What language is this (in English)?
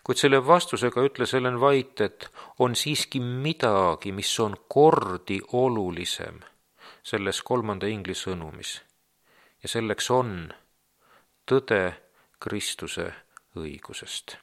Estonian